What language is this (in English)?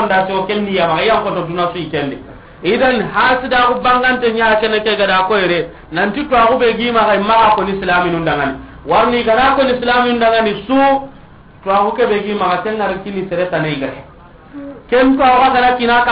Soninke